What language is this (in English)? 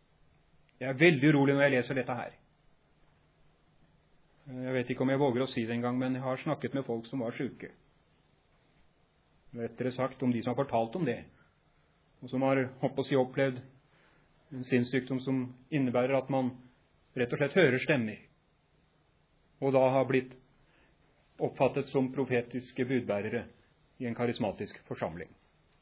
Norwegian